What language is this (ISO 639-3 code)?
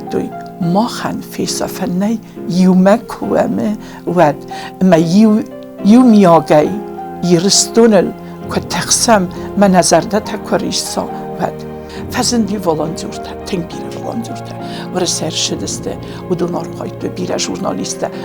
oss